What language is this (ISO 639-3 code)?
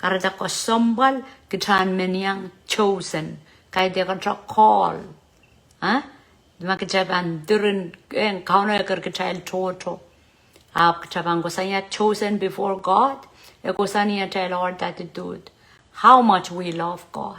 pon